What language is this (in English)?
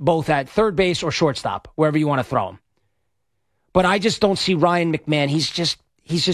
English